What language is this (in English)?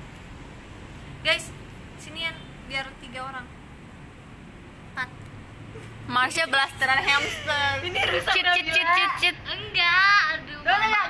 Indonesian